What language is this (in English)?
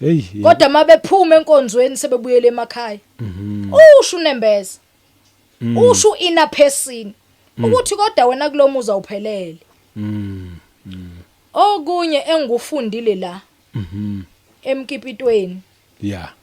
Zulu